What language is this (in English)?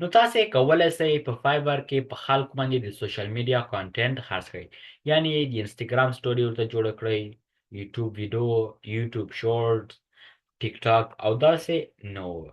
Pashto